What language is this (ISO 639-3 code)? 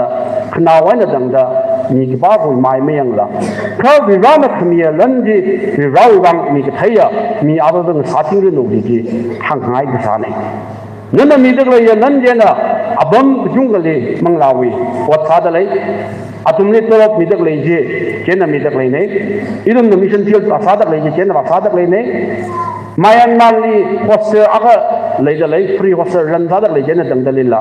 nmf